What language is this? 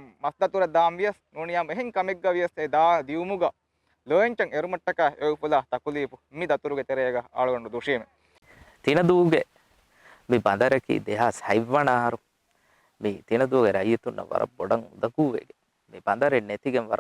Divehi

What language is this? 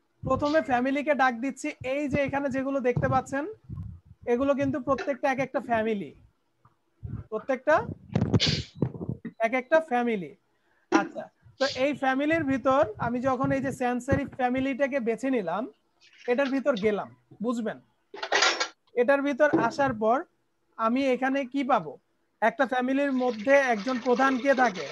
Bangla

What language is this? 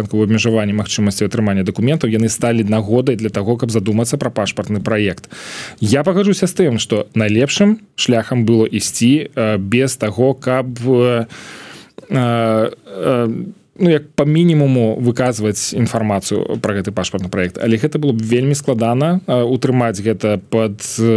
Belarusian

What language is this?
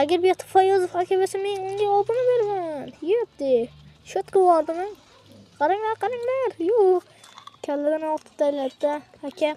Uzbek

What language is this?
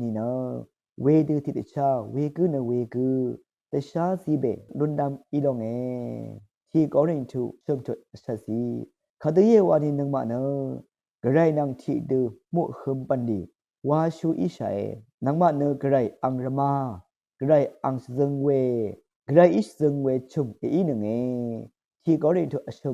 Rawang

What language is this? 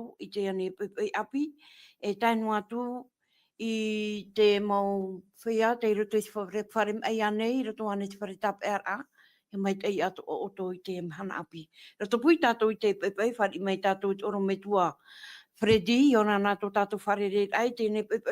Tahitian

